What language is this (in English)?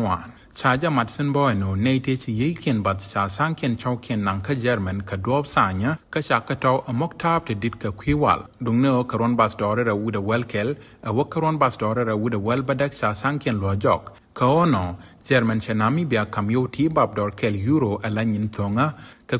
Nuer